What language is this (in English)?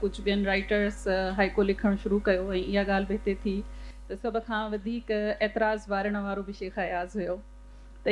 Sindhi